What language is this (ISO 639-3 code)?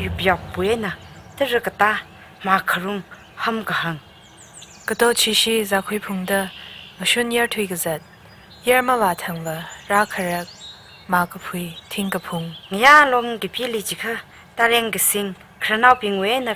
nmf